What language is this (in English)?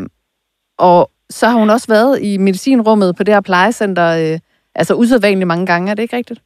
Danish